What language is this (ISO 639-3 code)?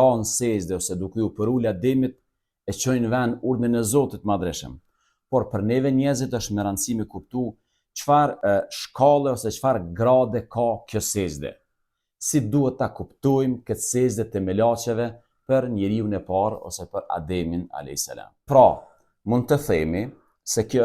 sqi